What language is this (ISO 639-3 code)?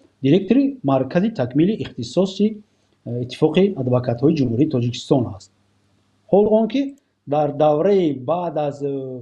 tgk